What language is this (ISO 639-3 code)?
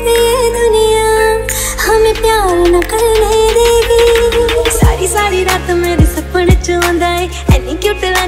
pan